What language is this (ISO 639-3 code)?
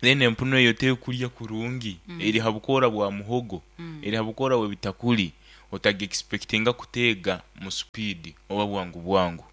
nyn